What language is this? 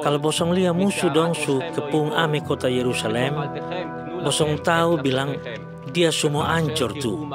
Kupang Malay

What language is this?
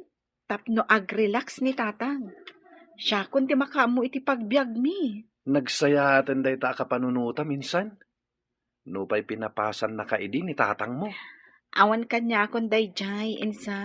Iloko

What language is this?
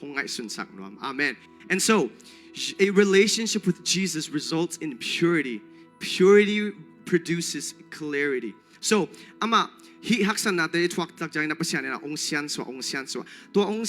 Tedim Chin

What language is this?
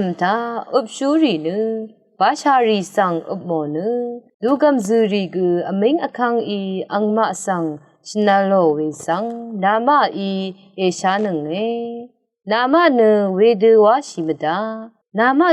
Rawang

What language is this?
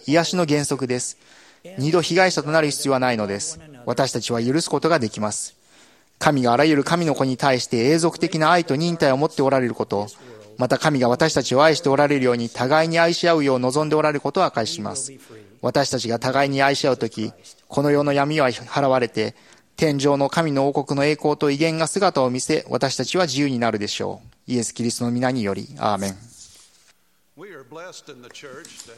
Japanese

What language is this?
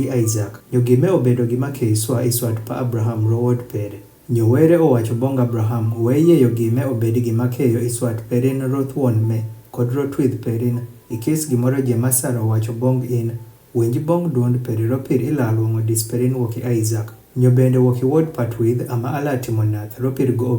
Adhola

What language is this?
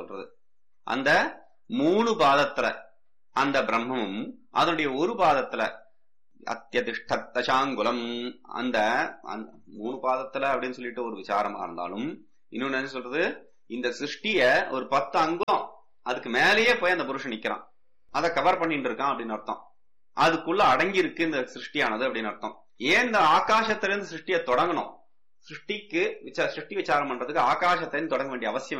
Tamil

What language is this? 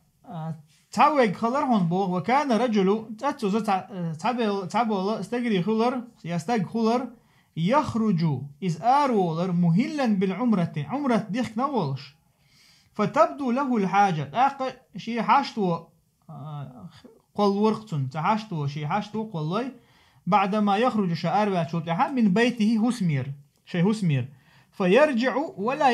Chechen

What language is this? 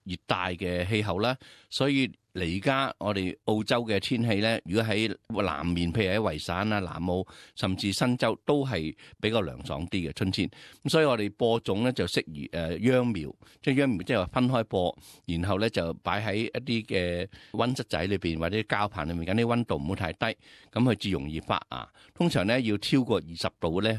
Cantonese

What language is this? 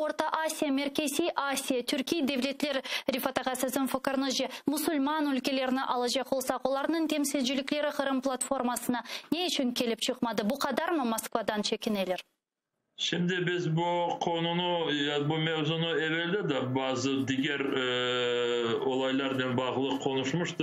Crimean Tatar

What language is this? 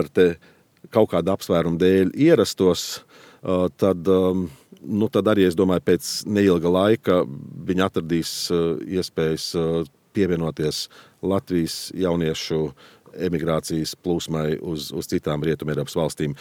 Latvian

